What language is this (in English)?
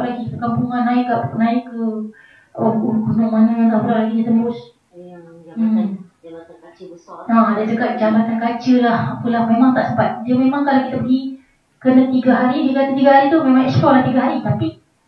Malay